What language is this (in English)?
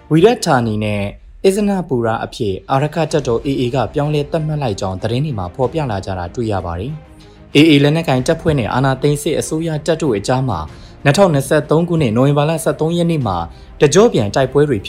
Burmese